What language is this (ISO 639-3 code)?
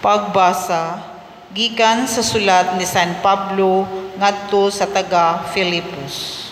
ceb